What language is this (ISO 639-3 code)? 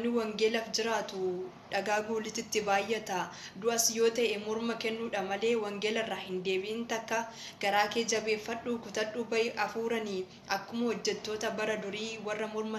orm